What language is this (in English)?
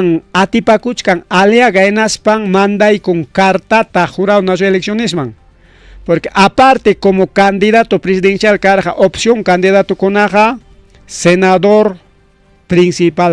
Ayacucho Quechua